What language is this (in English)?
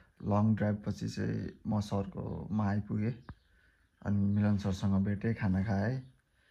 Nepali